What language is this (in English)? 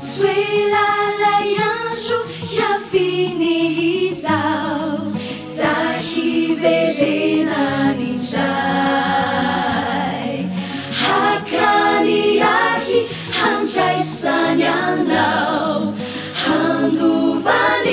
Malagasy